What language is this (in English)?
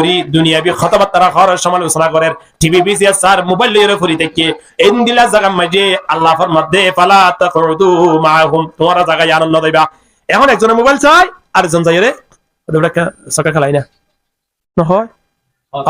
Rohingya